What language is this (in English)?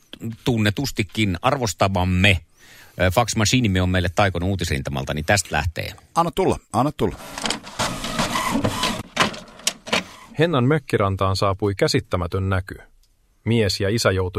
Finnish